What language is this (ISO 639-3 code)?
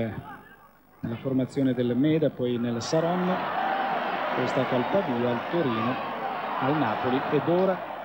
ita